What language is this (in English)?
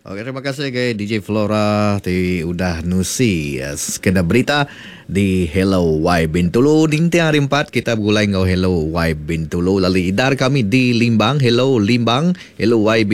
Iban